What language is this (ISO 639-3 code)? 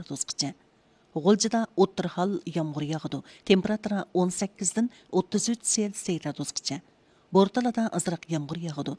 uig